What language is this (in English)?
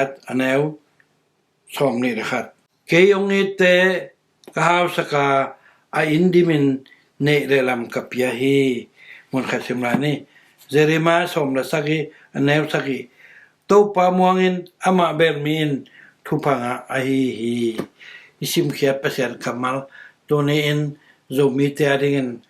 Tedim Chin